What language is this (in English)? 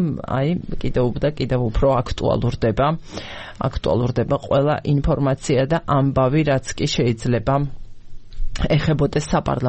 Georgian